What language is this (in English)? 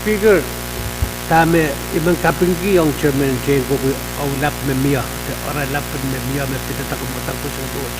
Pohnpeian